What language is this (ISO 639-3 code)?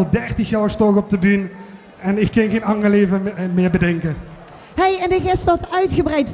lim